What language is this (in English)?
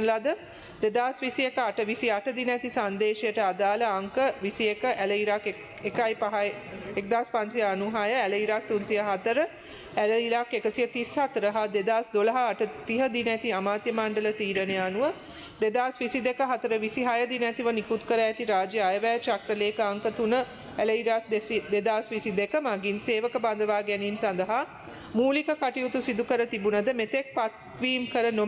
Sinhala